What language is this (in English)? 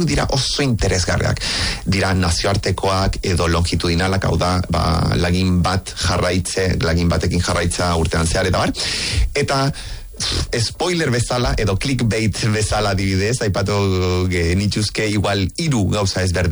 Basque